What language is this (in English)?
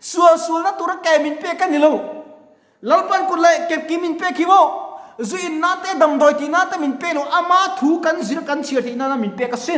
Mizo